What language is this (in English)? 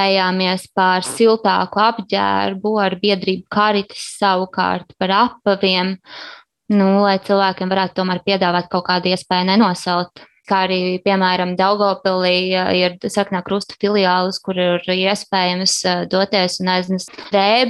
Latvian